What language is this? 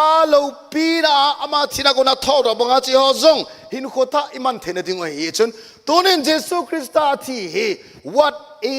Thado Chin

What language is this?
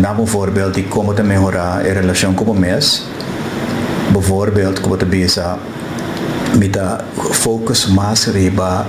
Papiamento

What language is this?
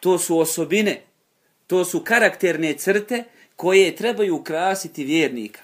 Bosnian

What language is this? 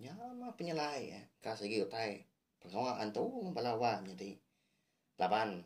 Iban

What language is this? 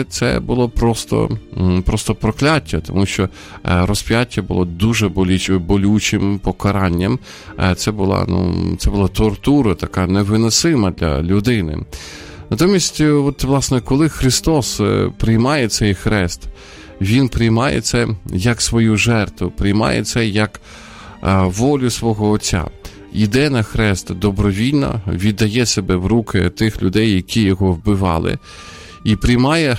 Ukrainian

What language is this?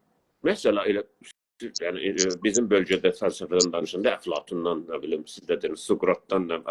South Azerbaijani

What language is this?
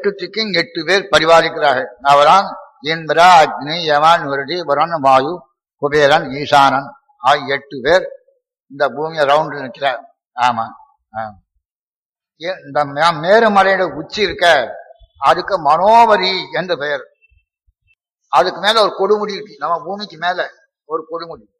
Tamil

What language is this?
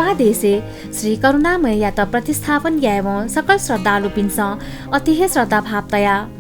Newari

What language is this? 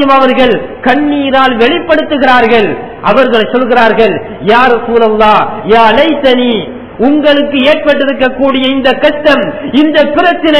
Tamil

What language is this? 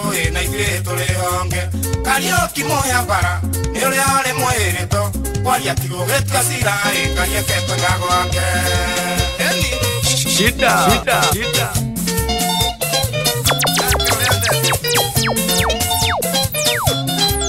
Kikuyu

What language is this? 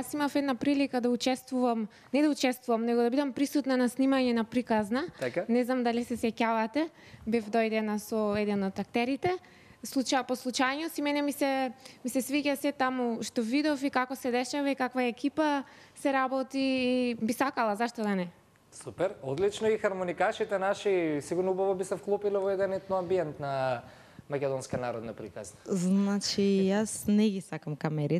Macedonian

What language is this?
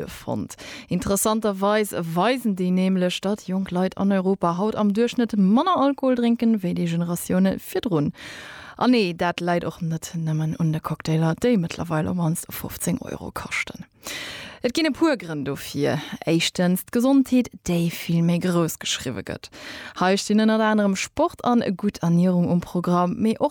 Luxembourgish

